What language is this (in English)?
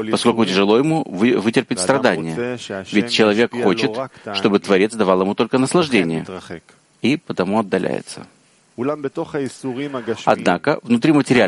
Russian